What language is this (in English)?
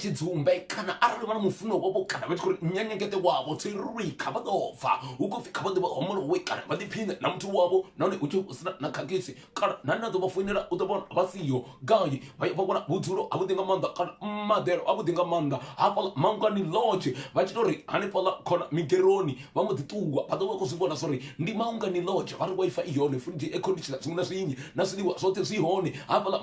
Venda